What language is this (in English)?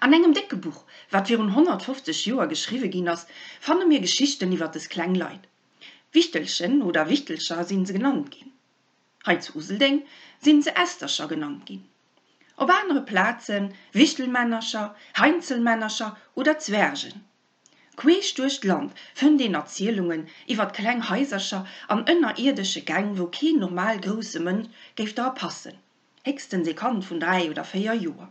Luxembourgish